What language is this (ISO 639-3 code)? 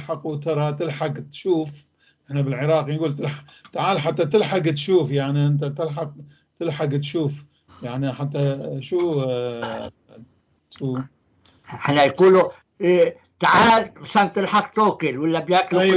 apc